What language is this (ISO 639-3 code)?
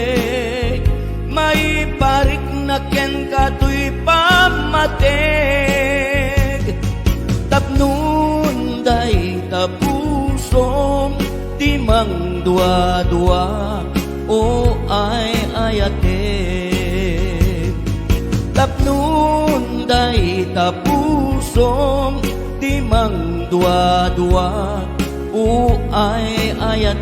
ilo